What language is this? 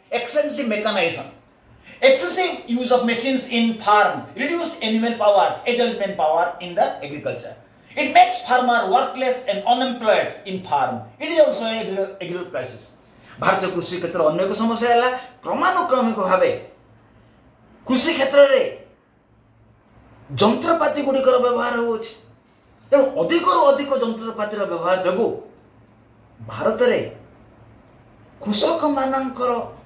Odia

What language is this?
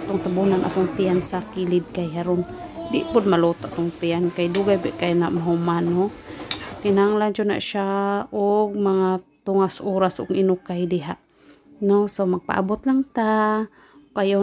Cebuano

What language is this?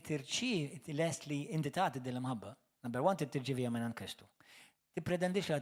Maltese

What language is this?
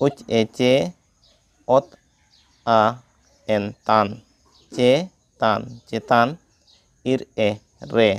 Santali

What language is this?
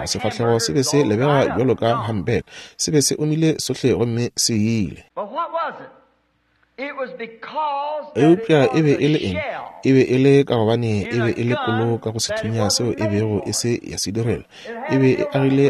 Northern Sotho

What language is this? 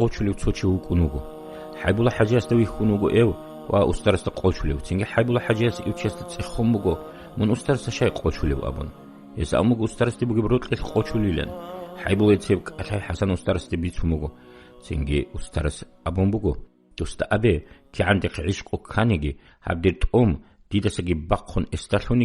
Avaric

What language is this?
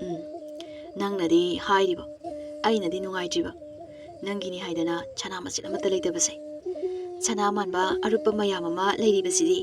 Manipuri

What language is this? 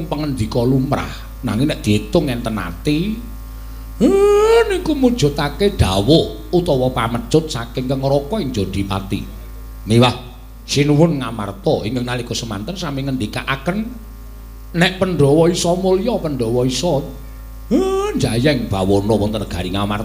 Javanese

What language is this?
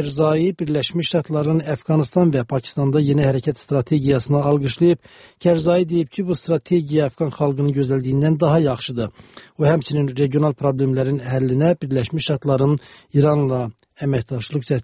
Azerbaijani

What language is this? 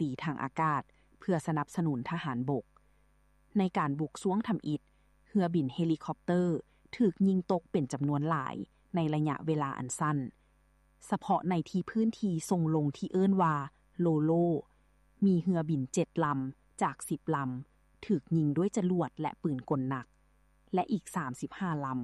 Lao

